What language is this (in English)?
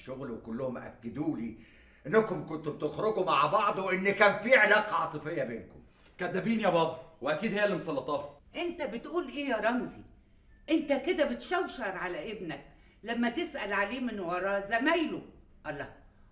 Egyptian Arabic